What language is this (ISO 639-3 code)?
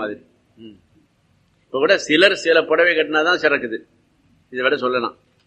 tam